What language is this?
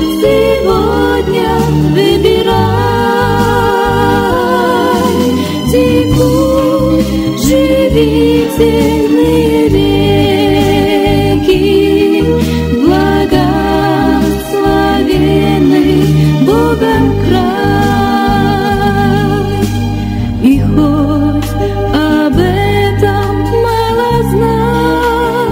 Russian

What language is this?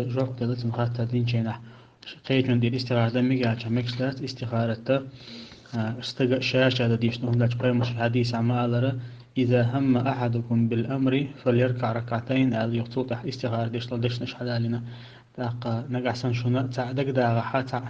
Chechen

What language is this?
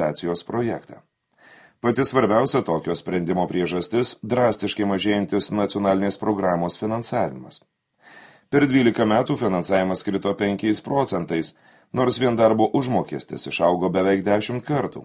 Lithuanian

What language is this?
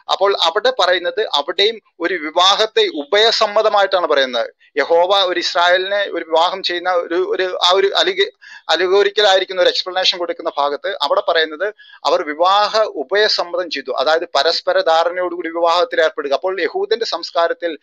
Malayalam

